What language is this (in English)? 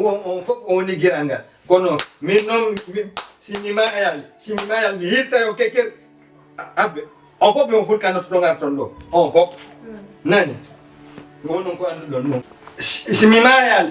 Fula